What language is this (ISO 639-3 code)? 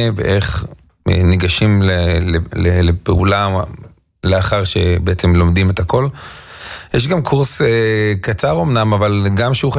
heb